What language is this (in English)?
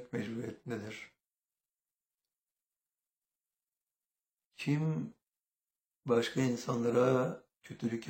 Turkish